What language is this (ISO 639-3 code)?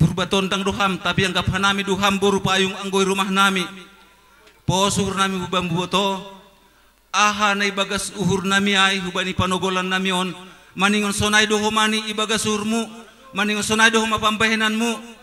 bts